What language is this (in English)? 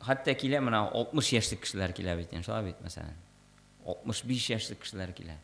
Tatar